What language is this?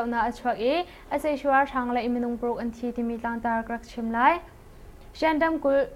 Hakha Chin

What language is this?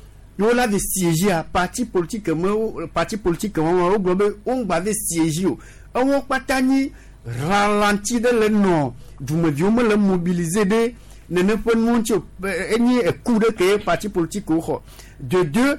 Gen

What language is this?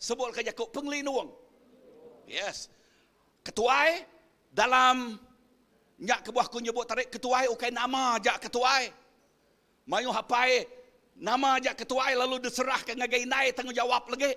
Iban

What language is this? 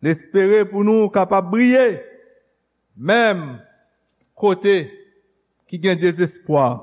Haitian Creole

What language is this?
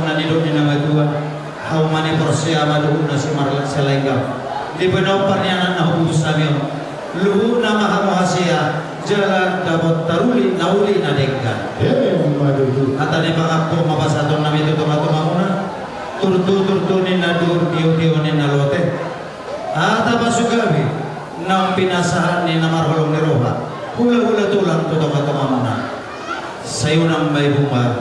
Batak Toba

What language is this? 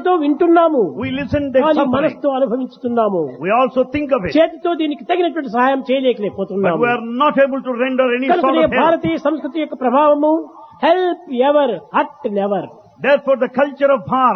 Telugu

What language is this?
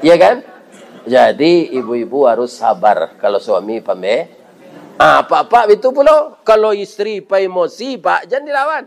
Minangkabau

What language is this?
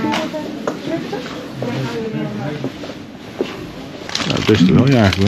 Dutch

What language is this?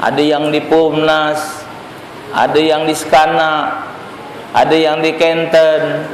Musi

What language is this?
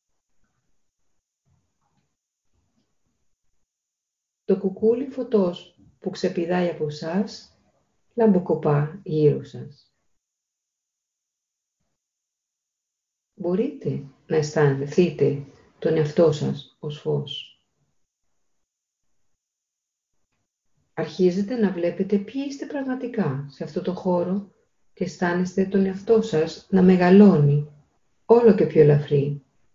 Greek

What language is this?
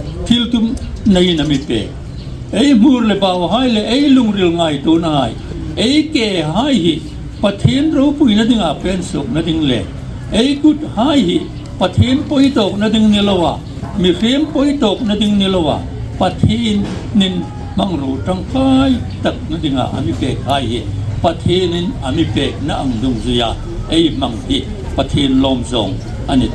Hmar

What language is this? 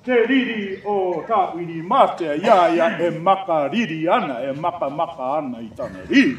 Māori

